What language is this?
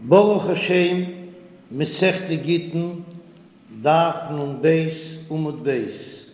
Yiddish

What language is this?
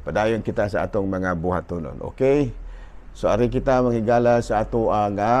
Cebuano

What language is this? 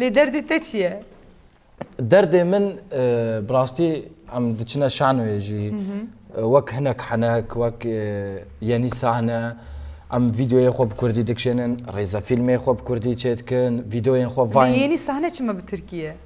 Kurdish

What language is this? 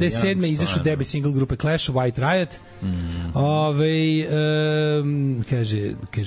Serbian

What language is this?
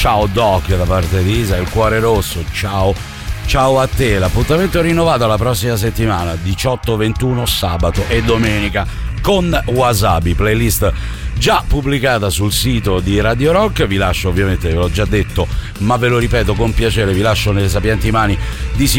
Italian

